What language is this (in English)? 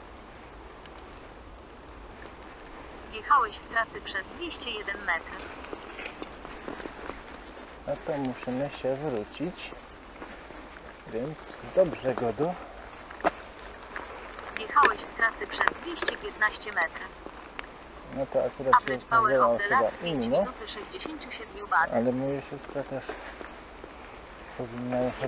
Polish